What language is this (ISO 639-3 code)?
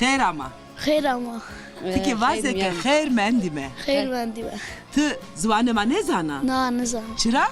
zza